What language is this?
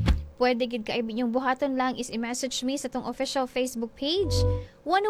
Cebuano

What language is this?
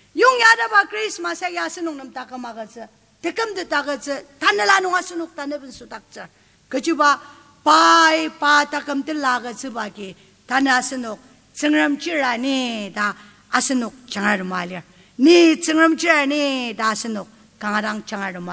Ao Naga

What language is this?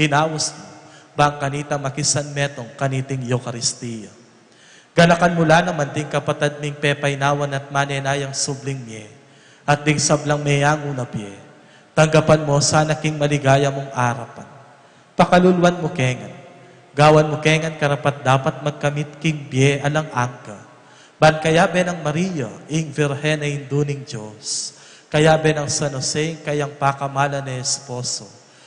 Pampanga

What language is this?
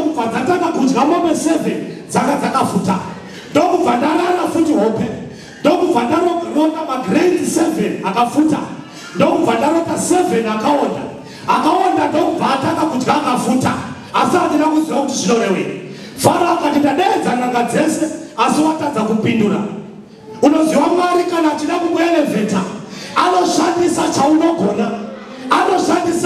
Shona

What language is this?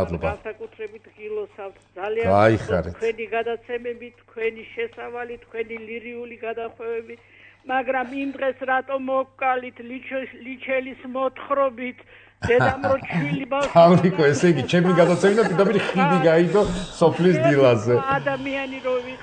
Georgian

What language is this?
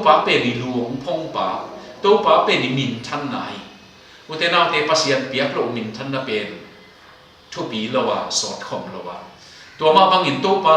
Tedim Chin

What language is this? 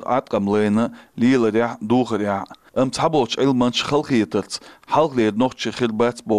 Chechen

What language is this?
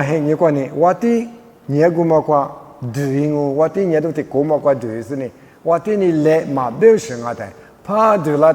Lisu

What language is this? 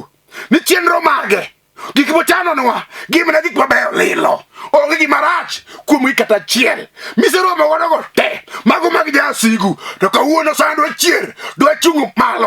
Luo (Kenya and Tanzania)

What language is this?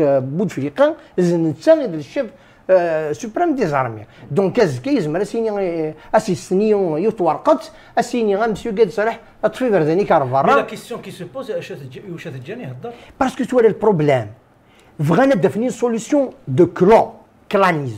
Kabyle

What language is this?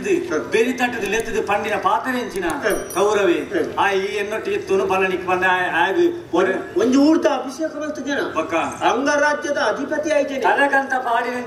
Tulu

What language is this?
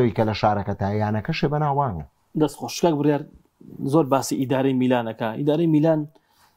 Central Kurdish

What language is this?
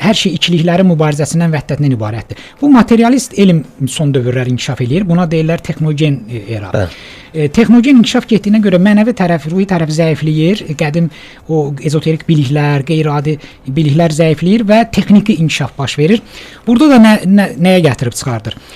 Azerbaijani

